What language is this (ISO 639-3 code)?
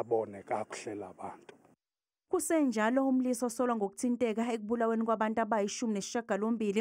zul